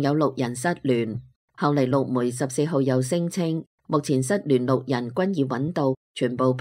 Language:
Cantonese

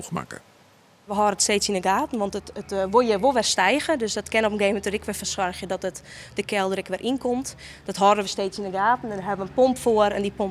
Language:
Western Frisian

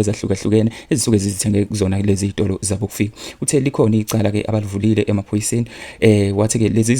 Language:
Zulu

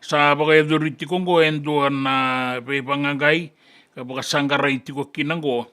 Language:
Fijian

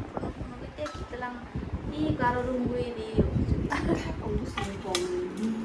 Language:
Kok Borok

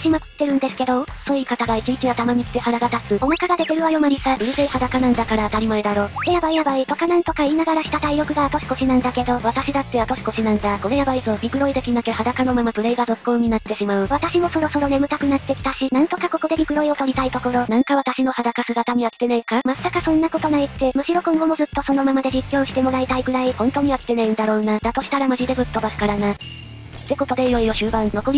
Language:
Japanese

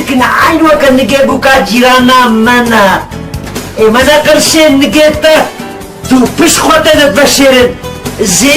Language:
Kurdish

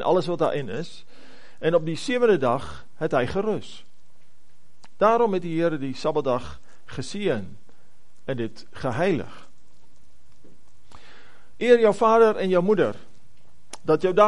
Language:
Afrikaans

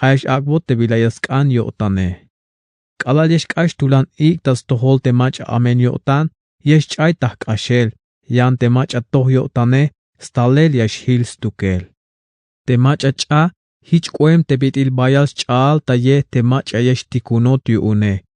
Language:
Tzeltal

